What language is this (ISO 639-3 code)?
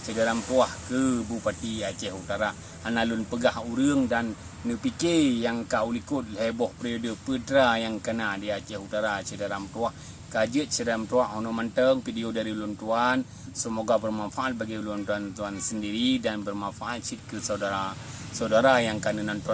ace